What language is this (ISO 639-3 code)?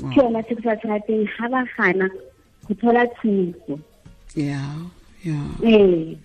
tsn